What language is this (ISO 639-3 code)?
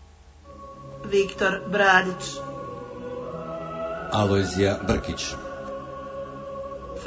hrv